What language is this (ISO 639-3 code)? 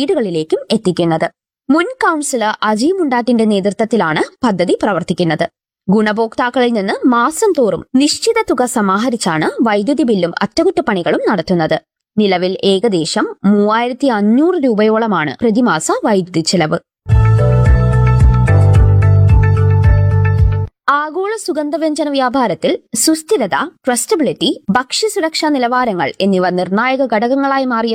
mal